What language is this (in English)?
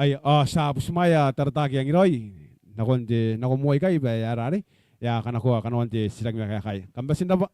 Gilbertese